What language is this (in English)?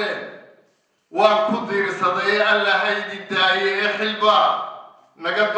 Somali